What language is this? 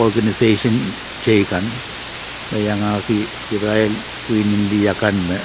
Pohnpeian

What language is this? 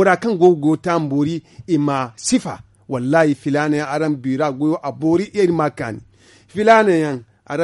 Zarma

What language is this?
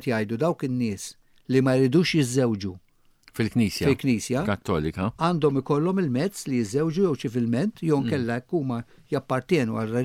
Maltese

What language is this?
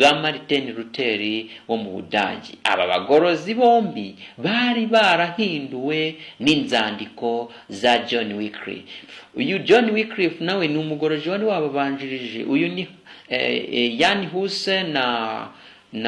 Kinyarwanda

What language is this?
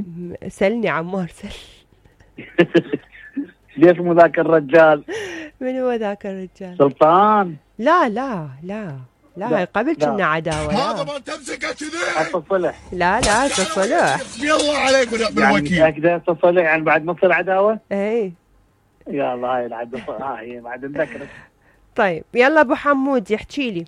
Mesopotamian Arabic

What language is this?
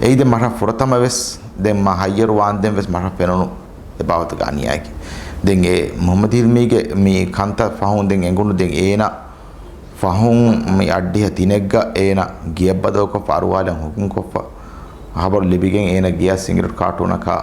Divehi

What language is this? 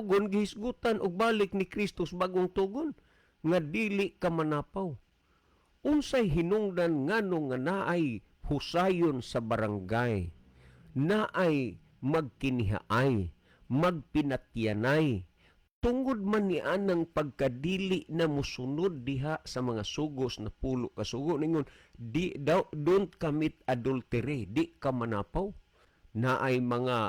Cebuano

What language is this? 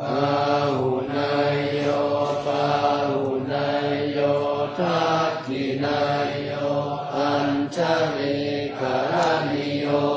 Pali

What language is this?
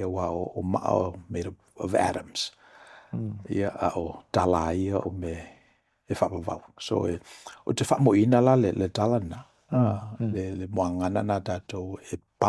Samoan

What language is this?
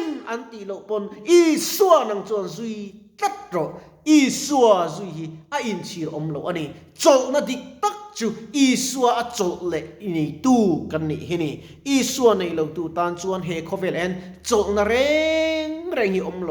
Mizo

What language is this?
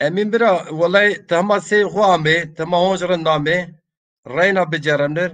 Zaza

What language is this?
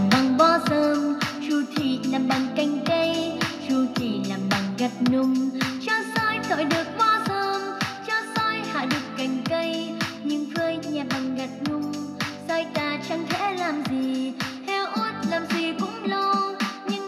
Vietnamese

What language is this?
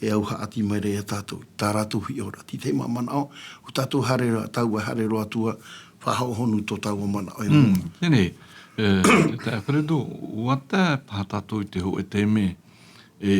Tahitian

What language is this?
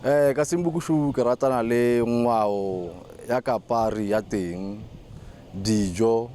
Tswana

